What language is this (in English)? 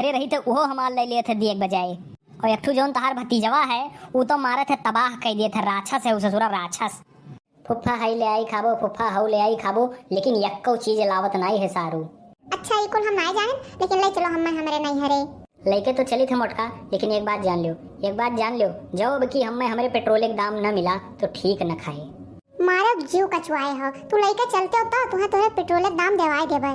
Awadhi